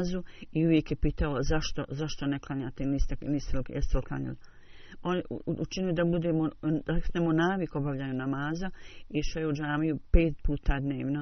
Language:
Bosnian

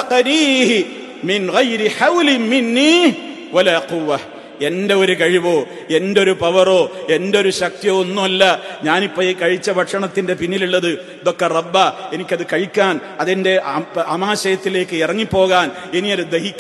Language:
Malayalam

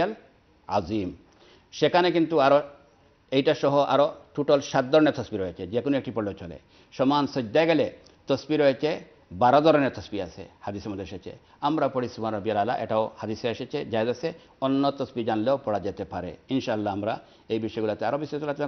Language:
Bangla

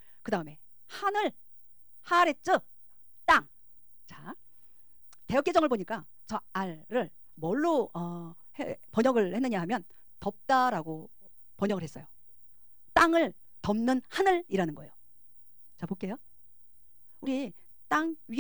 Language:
Korean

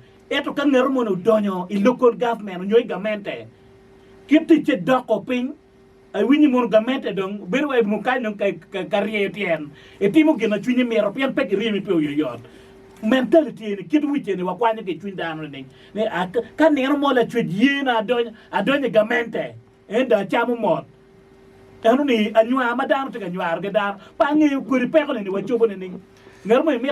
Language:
Acoli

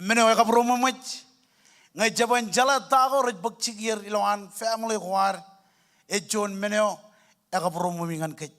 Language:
Marshallese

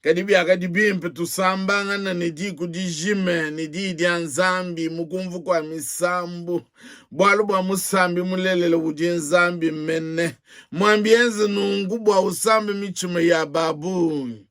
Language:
Luba-Lulua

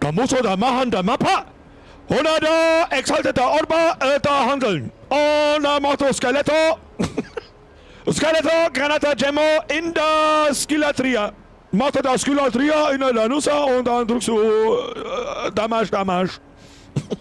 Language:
Bavarian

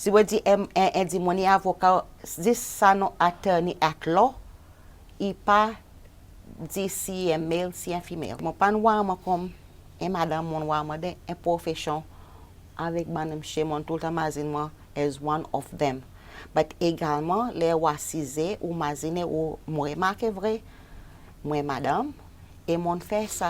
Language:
Seselwa Creole French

